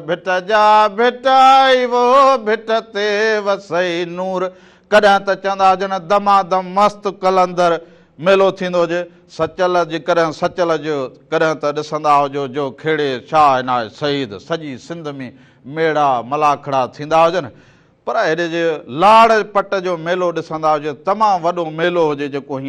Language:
Sindhi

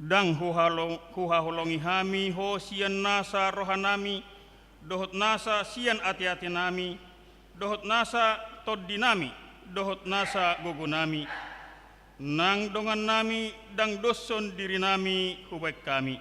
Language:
Batak Toba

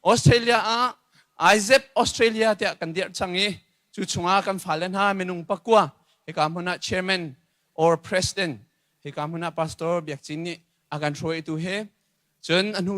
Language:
Hakha Chin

